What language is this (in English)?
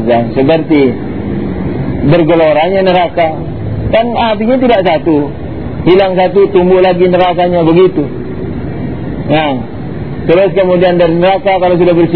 Indonesian